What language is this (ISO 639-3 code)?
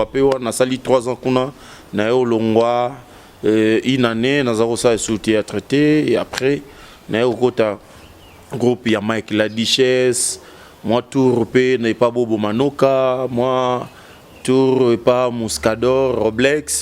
lin